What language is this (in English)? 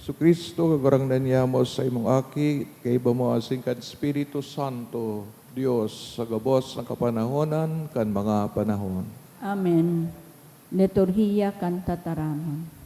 Bikol